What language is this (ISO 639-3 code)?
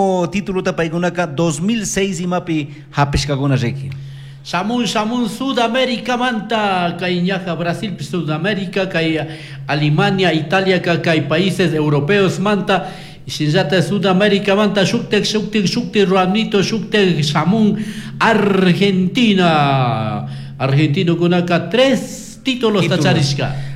qug